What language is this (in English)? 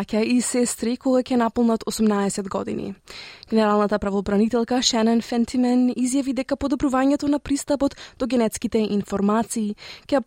Macedonian